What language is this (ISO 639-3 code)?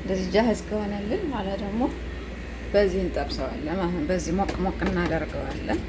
amh